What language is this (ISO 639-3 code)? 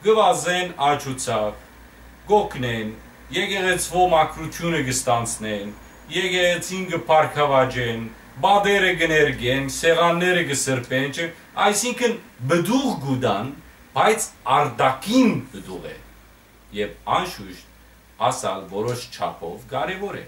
hyw